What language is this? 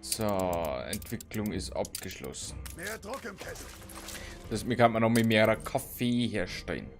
Bavarian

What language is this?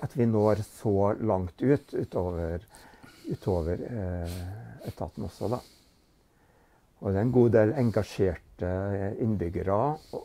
Norwegian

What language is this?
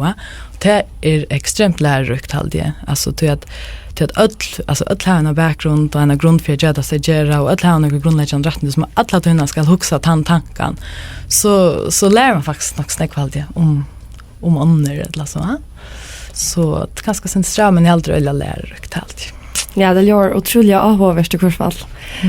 Faroese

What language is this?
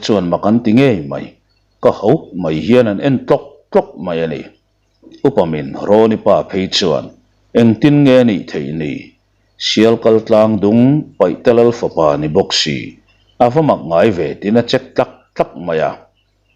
Mizo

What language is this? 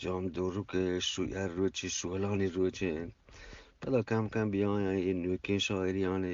Eastern Balochi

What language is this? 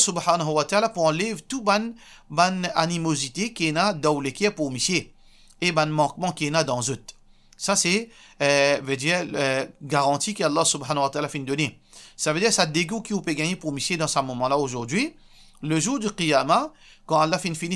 Morisyen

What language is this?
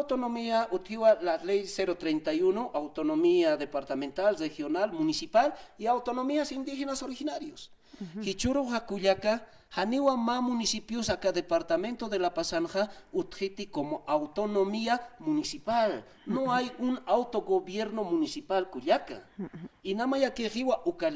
Aymara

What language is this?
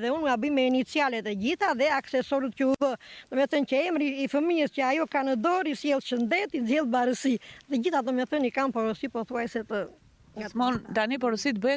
Albanian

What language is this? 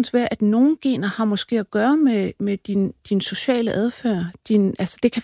Danish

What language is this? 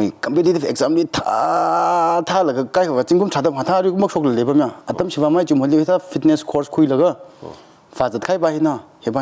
Tangkhul Naga (India)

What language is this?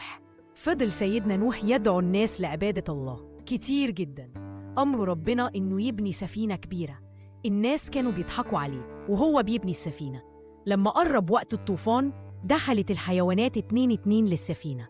Egyptian Arabic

